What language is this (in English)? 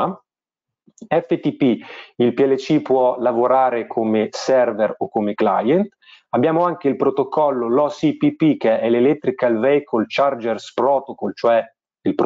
Italian